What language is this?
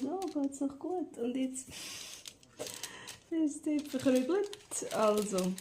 Swiss German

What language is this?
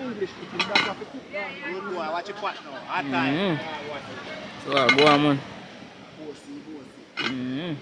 Jamaican Creole English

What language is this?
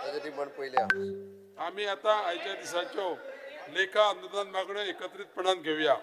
Konkani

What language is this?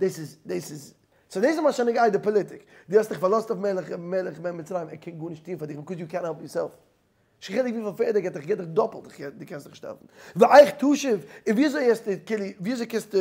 Yiddish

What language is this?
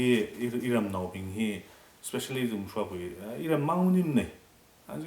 Tangkhul Naga (India)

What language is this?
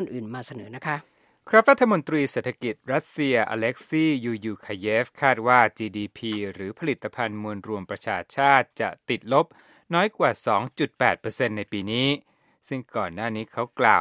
Thai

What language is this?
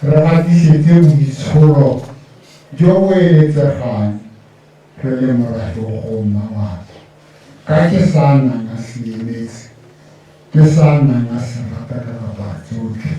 Tswana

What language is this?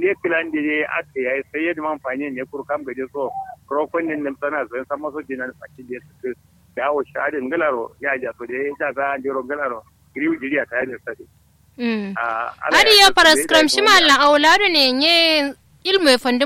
Kanuri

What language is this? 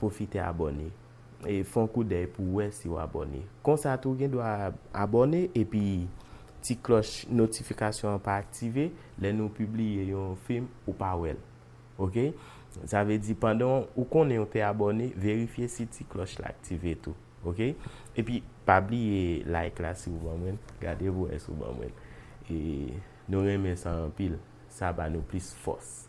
Haitian Creole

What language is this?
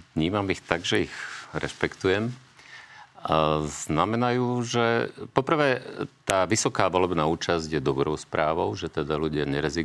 Slovak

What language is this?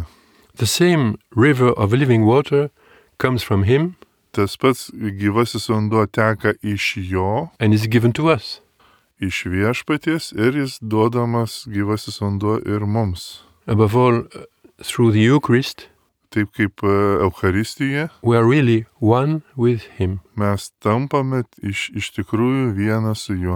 Lithuanian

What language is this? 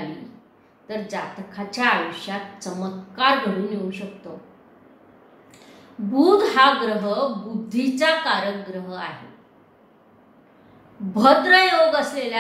Marathi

